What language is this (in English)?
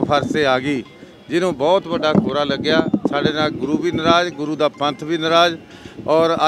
Punjabi